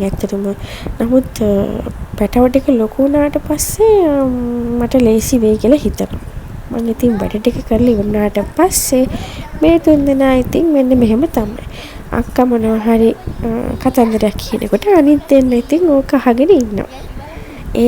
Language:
Sinhala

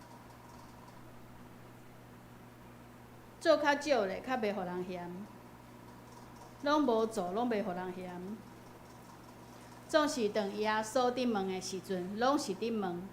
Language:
Min Nan Chinese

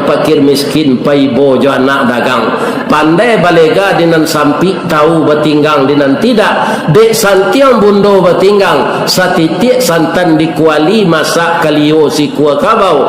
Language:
Minangkabau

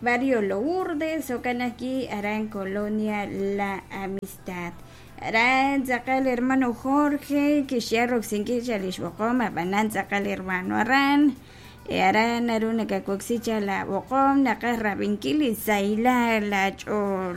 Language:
Kekchí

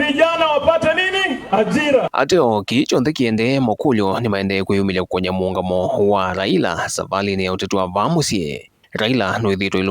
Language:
Kamba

